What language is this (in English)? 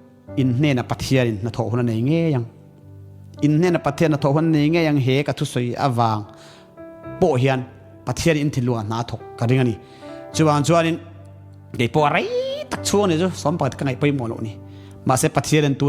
Mizo